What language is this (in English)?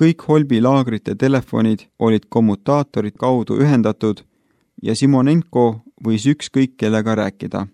Estonian